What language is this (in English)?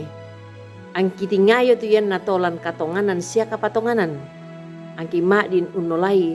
Toraja-Sa'dan